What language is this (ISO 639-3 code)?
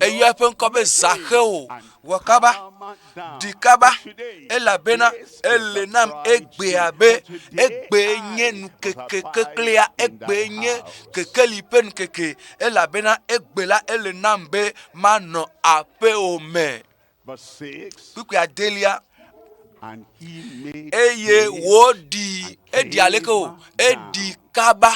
ewe